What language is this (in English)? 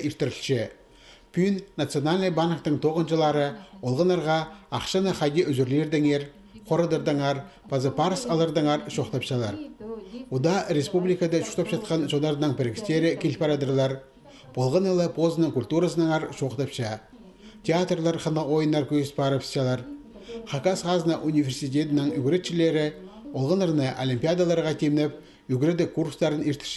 Khakas